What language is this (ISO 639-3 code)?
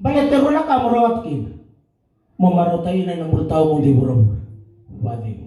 fij